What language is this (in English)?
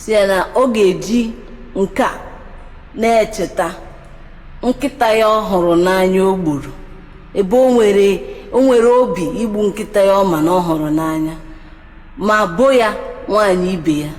Igbo